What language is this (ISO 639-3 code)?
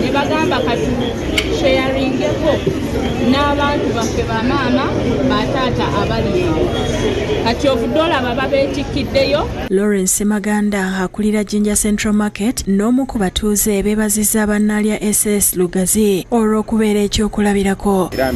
lug